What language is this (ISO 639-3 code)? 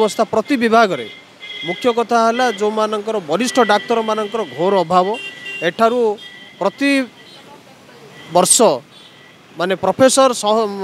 ori